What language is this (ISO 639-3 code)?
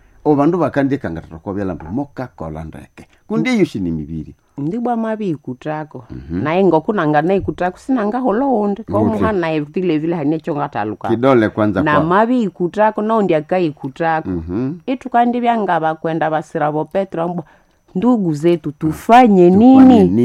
nnb